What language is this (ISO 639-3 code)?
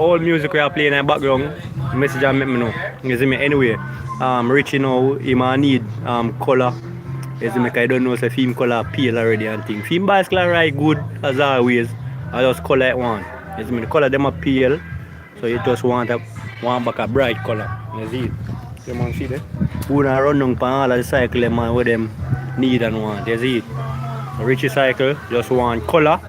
jam